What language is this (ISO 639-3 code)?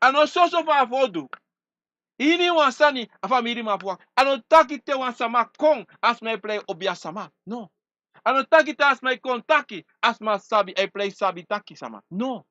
srn